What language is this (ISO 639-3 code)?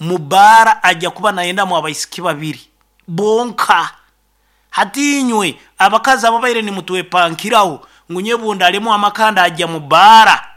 nyn